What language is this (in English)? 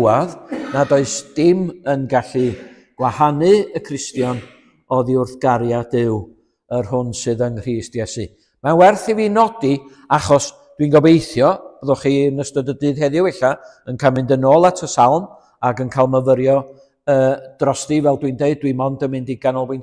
Welsh